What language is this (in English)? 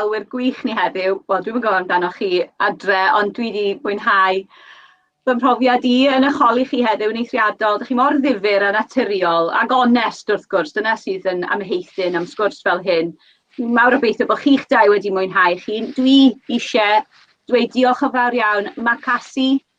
Welsh